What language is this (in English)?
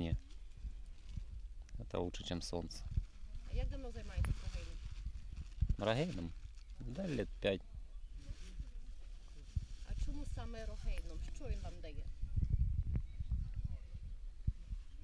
Ukrainian